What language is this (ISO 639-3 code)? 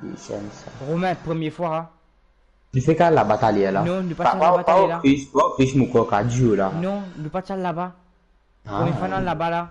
mfe